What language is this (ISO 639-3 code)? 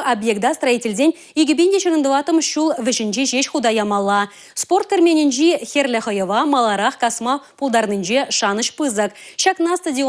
chv